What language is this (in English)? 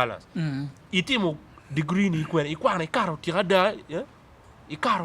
Acoli